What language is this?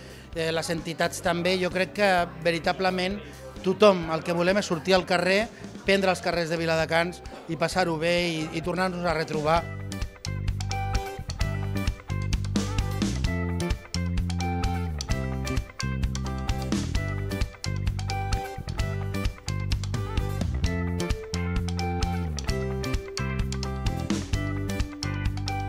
Catalan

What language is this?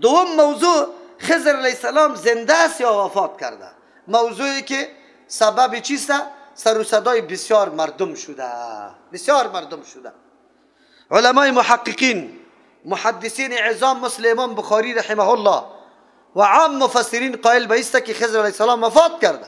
Persian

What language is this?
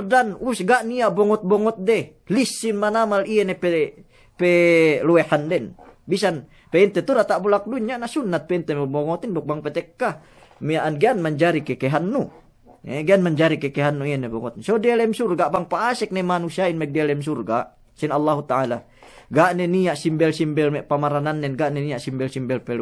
Yakan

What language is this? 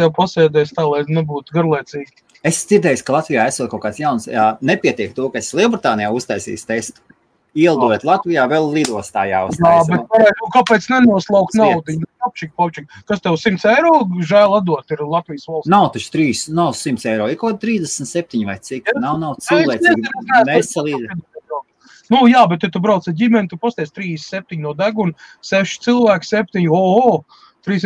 Latvian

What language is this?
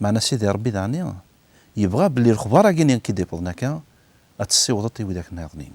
Kabyle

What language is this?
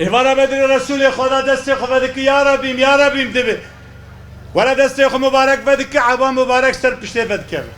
Kurdish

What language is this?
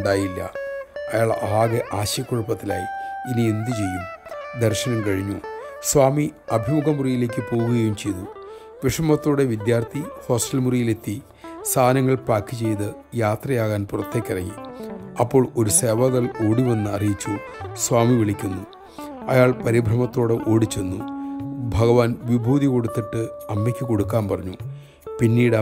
Malayalam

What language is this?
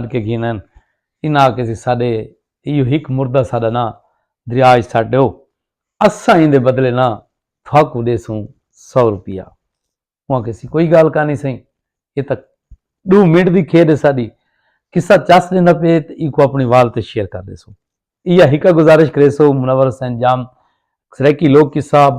Saraiki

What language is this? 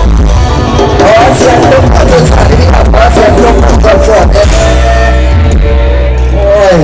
Lao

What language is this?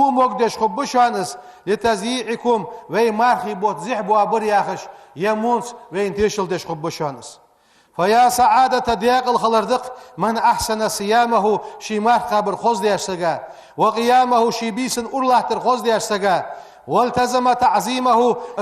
Ingush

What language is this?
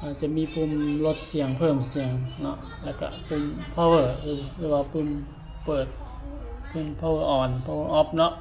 Lao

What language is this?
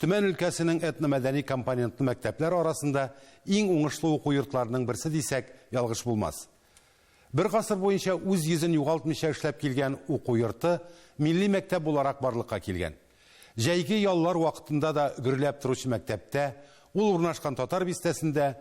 Tatar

